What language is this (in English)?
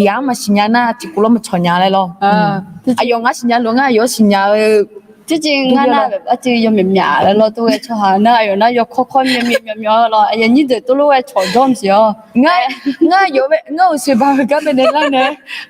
Akha